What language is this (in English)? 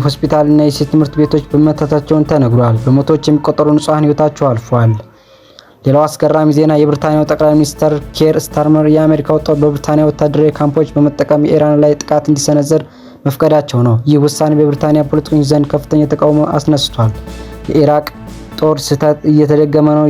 Amharic